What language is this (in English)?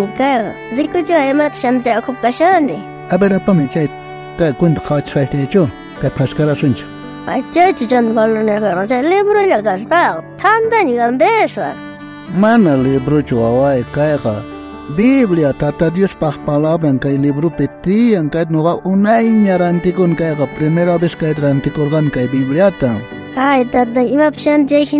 South Bolivian Quechua